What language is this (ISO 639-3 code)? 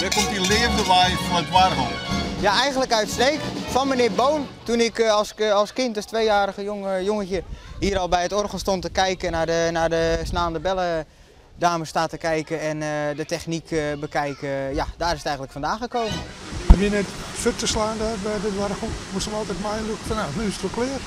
fry